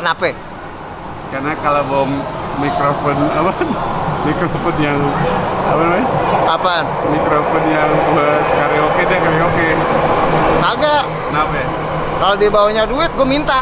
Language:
Betawi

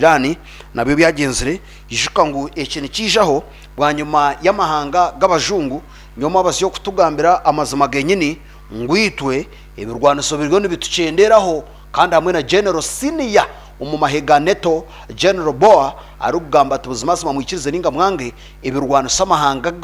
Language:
Nyankole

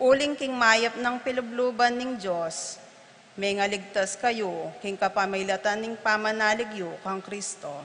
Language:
Pampanga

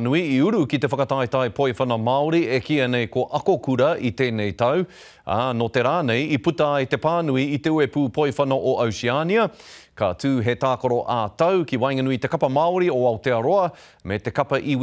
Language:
Māori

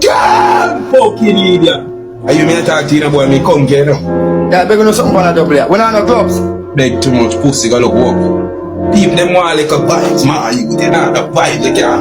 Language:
Jamaican Creole English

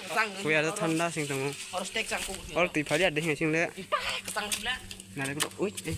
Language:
Kok Borok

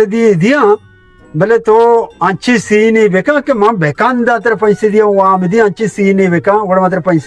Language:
Baluchi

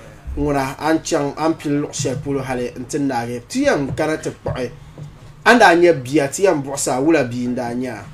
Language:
Dagbani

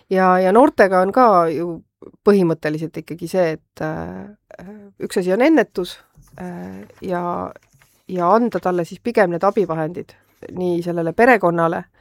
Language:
Estonian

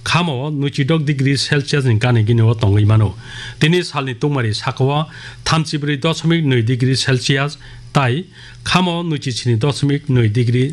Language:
Kok Borok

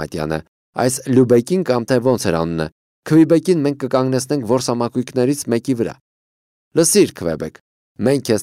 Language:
Armenian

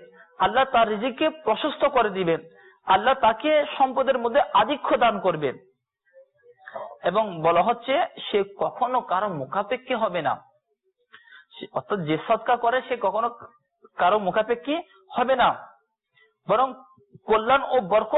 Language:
Bangla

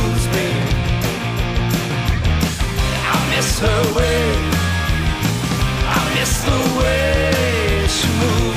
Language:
English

